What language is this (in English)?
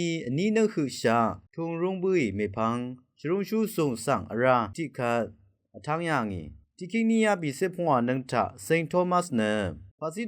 Rawang